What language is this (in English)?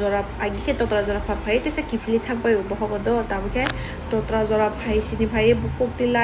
Kok Borok